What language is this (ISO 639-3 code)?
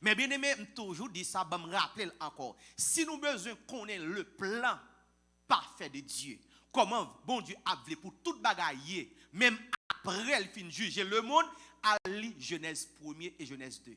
hat